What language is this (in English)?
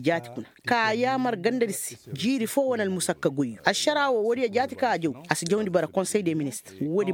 Koyraboro Senni